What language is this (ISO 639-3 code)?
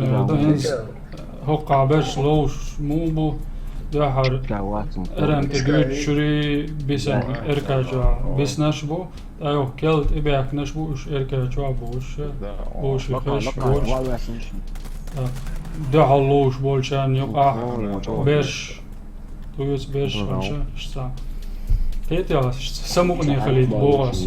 che